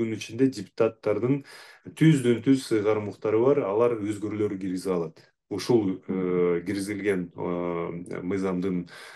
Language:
Kyrgyz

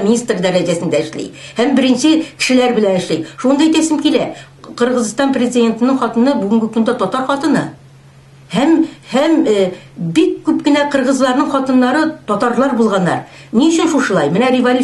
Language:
Tatar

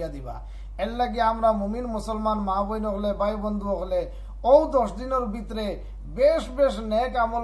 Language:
Sylheti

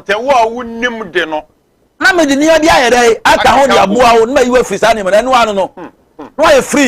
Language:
Akan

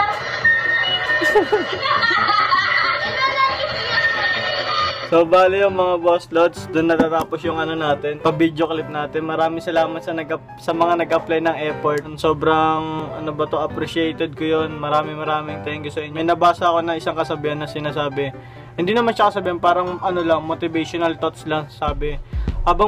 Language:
Filipino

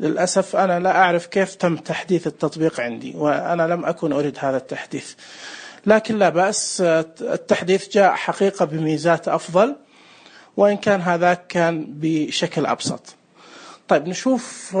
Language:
Najdi Arabic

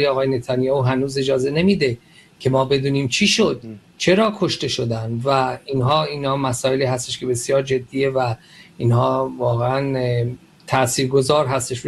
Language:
Persian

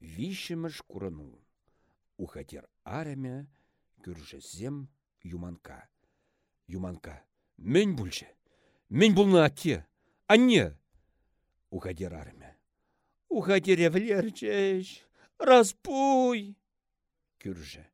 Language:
Chuvash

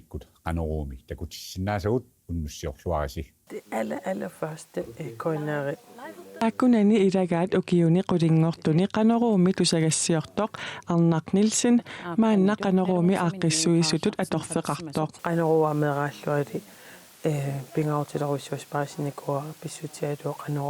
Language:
Kalaallisut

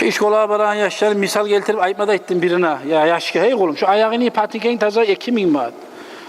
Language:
Kumyk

